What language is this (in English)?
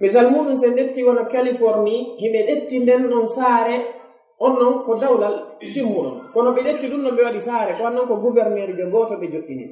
Fula